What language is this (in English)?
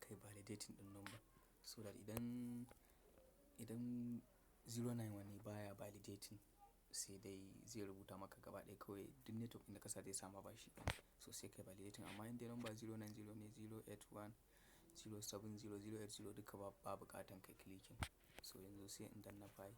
Hausa